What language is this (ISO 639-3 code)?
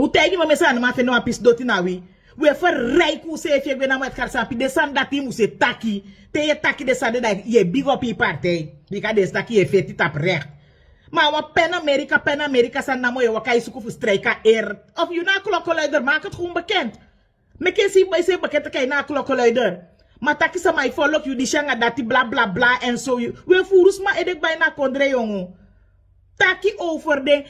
srn